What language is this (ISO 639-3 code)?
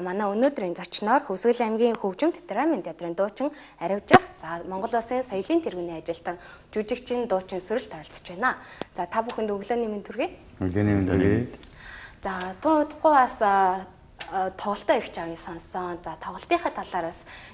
mon